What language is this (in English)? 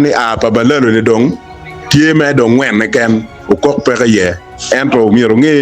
Acoli